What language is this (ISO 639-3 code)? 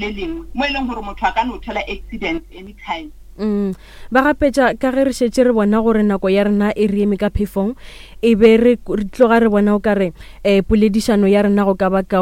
nso